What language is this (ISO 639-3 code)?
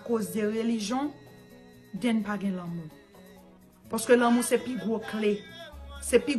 hat